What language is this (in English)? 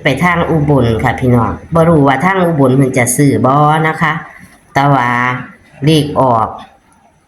Northeastern Thai